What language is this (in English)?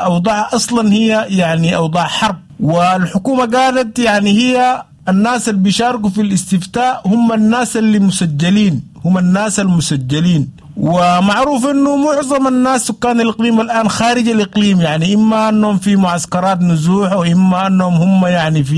Sudanese Arabic